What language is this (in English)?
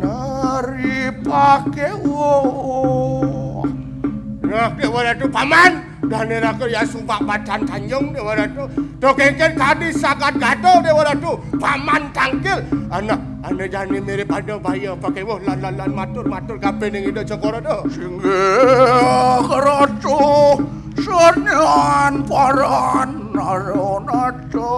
Balinese